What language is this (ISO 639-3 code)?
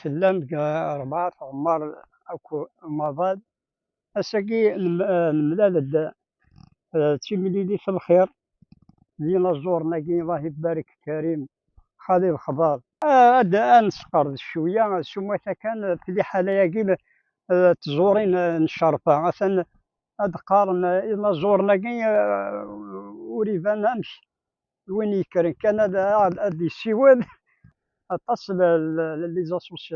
kab